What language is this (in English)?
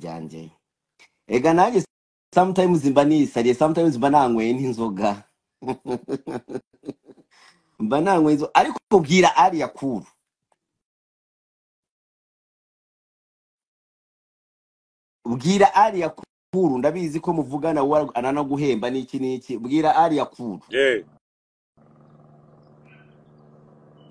Kinyarwanda